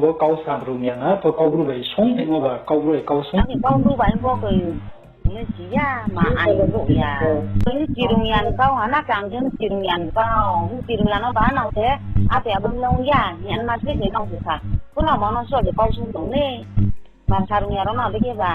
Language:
Riang (India)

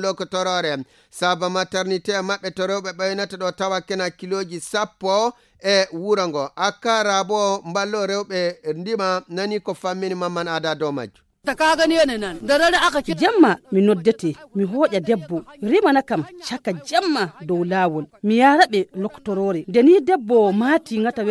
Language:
Fula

